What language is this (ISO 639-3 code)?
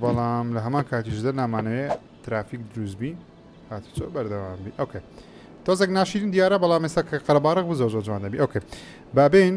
ckb